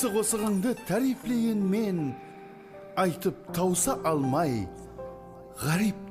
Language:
Kara-Kalpak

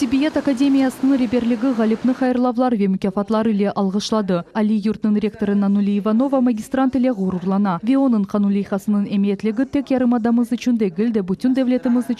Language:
Crimean Tatar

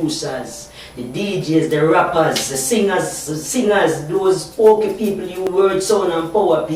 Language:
Jamaican Creole English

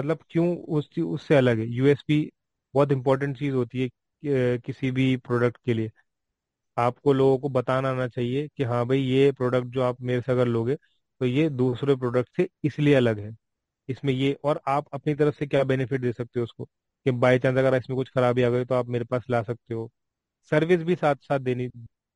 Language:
Hindi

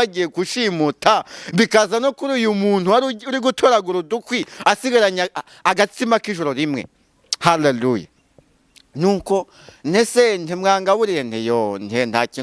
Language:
Kinyarwanda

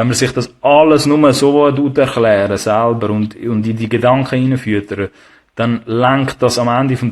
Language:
Swiss German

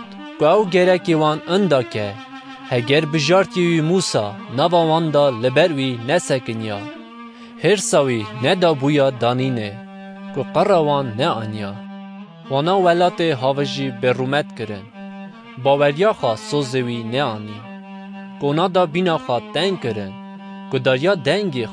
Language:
Kurdish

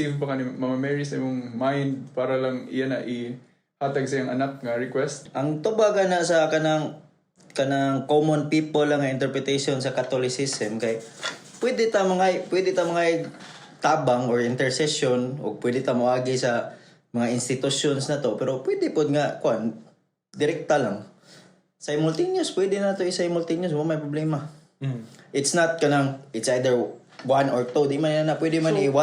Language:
Cebuano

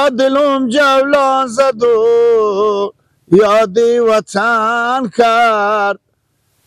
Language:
Persian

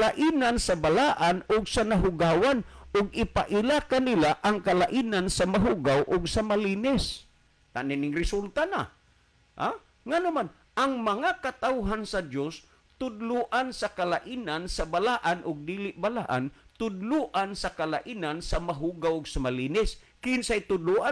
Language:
Cebuano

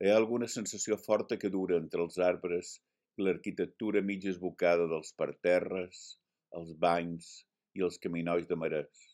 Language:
Catalan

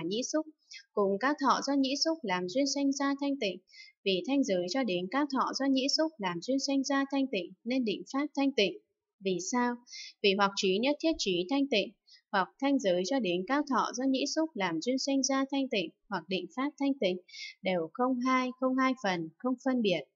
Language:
Vietnamese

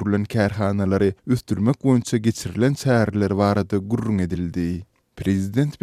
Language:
Turkmen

